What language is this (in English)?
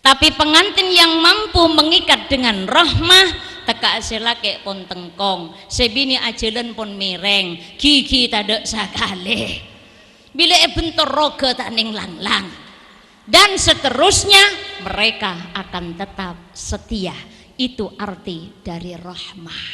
Madurese